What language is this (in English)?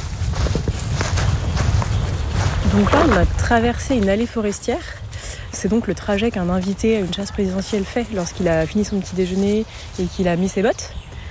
French